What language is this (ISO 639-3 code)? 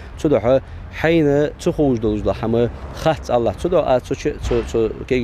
inh